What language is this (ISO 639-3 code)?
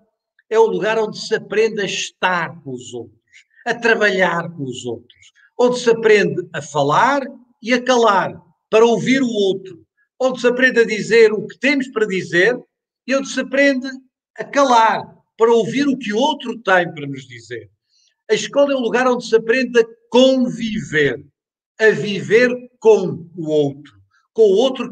por